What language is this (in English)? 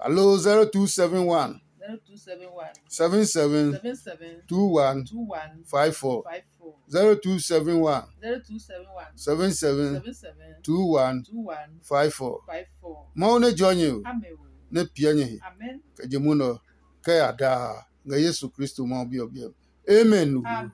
Adangme